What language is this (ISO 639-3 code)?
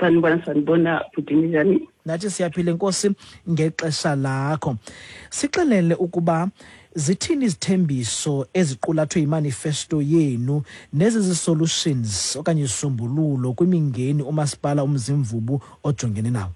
xho